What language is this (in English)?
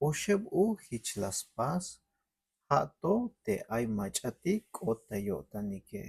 Tzeltal